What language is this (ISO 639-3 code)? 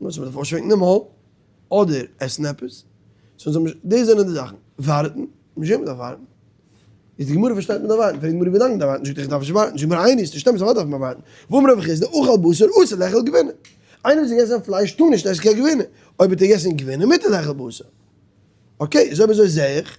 yid